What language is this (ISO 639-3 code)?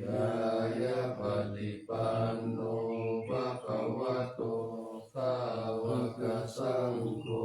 pli